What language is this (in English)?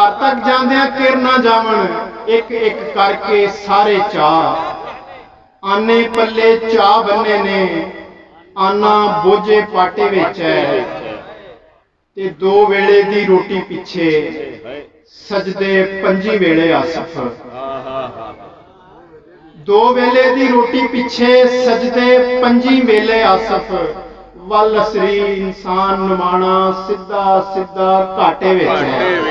Punjabi